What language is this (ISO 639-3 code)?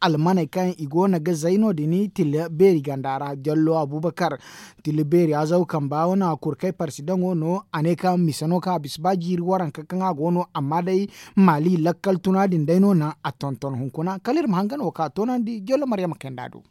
dje